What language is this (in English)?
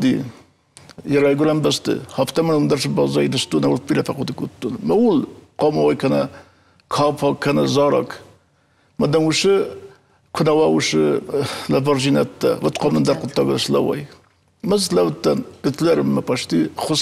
Ossetic